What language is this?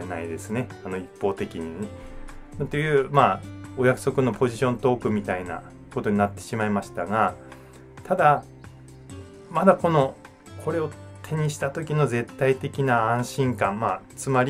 Japanese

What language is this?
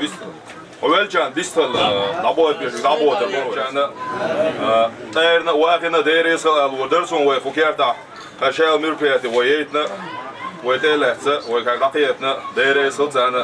Chechen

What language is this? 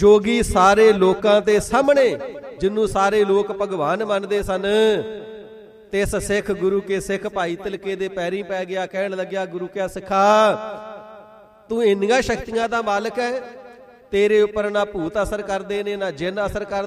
Punjabi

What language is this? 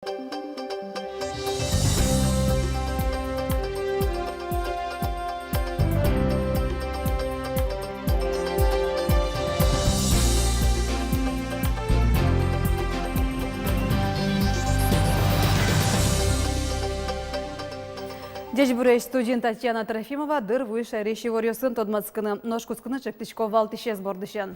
Udmurt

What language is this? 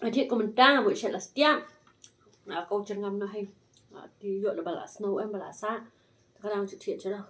Khasi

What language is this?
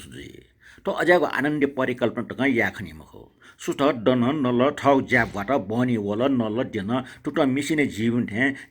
Newari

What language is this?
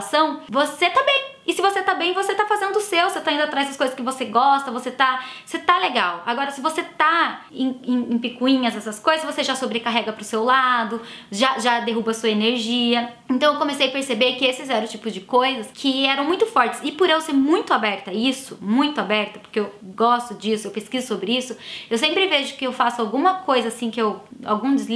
Portuguese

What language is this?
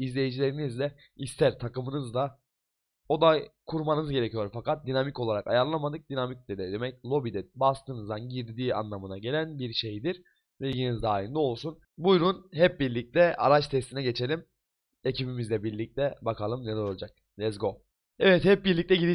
Turkish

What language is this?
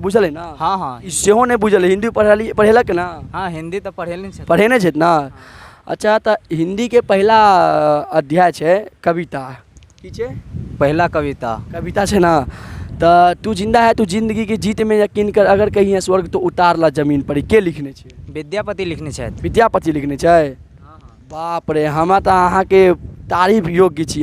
Maithili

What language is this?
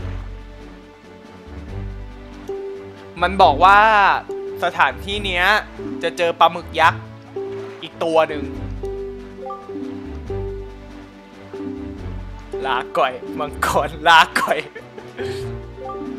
Thai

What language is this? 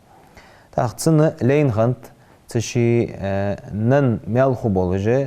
Ingush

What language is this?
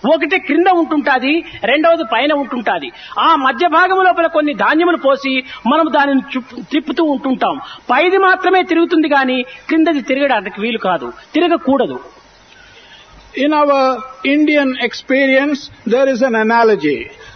Telugu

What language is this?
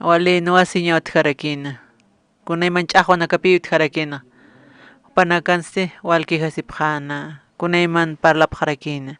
Aymara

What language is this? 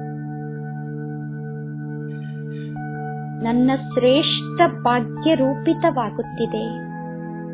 Kannada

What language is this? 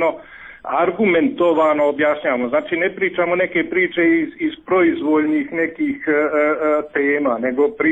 Serbian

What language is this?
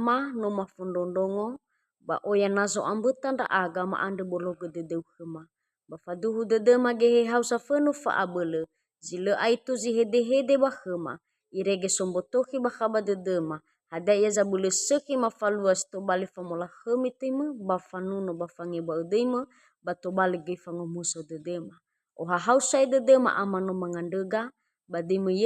Nias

